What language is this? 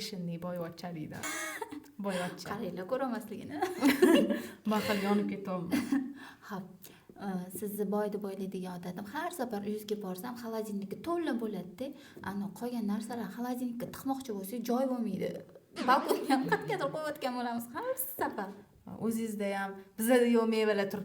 Uzbek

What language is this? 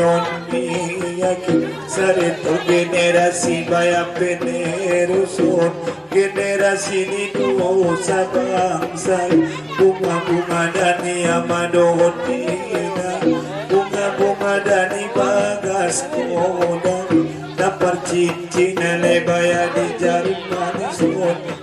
Batak Angkola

